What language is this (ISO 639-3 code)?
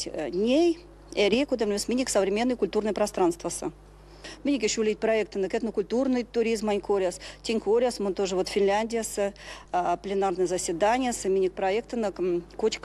myv